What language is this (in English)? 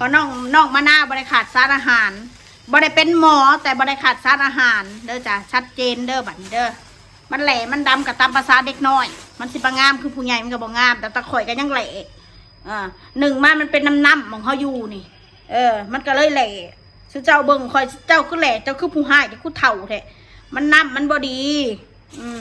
Northeastern Thai